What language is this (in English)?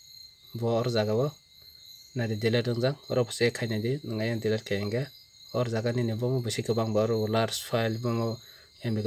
Kok Borok